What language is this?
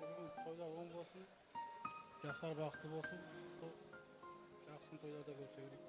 Kara-Kalpak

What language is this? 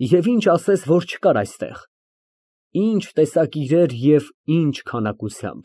Armenian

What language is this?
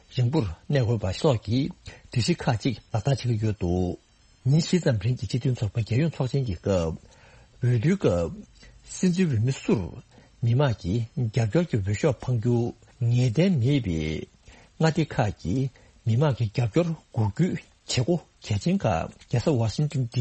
Tibetan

